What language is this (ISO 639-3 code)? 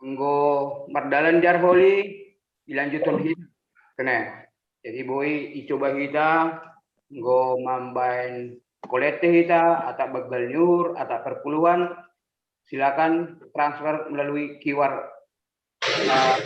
bts